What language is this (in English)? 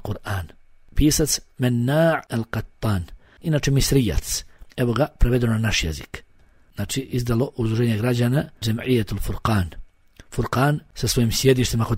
Bosnian